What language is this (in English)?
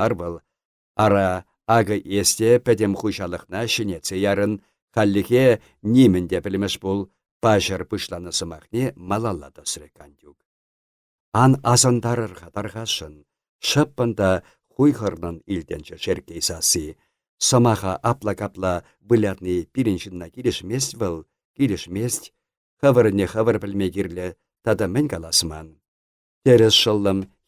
Chuvash